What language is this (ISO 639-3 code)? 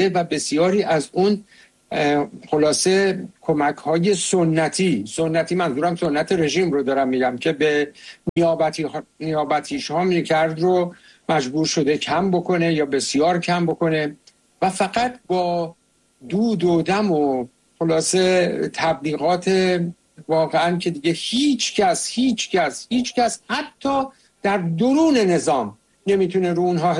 fas